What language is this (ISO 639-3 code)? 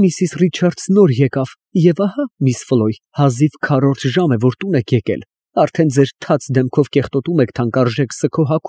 hye